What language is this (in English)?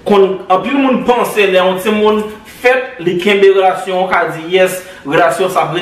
Haitian Creole